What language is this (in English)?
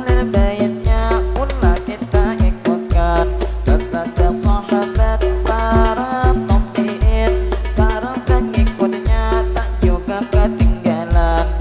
Banjar